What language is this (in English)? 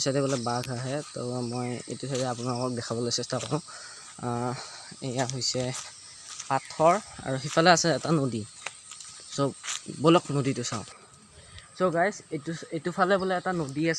Assamese